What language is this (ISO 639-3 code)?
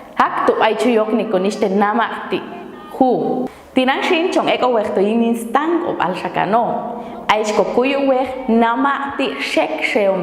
jac